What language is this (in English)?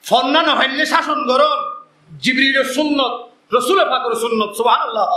Rohingya